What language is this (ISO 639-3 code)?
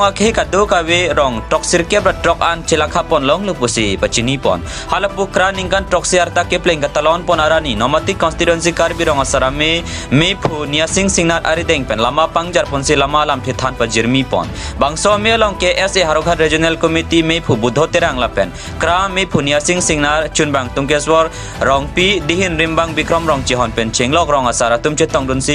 mjw